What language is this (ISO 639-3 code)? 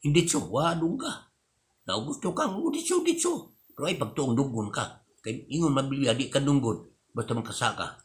ceb